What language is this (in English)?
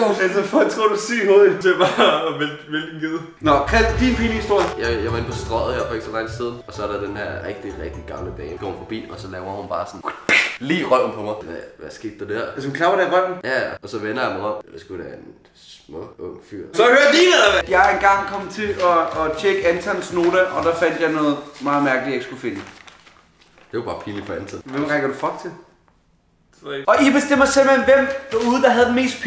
Danish